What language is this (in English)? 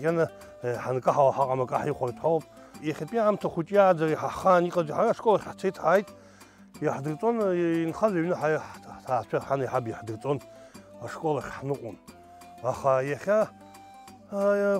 Abkhazian